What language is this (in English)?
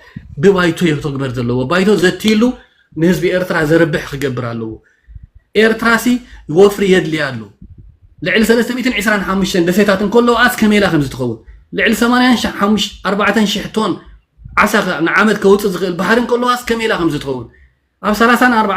Tigrinya